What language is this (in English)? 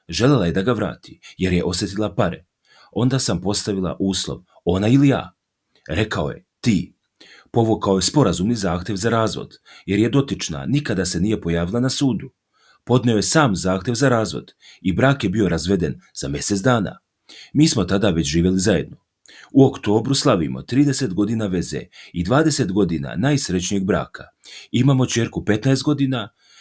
Bosnian